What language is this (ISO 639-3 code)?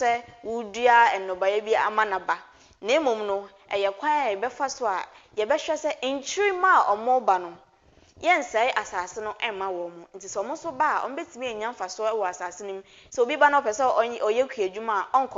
aka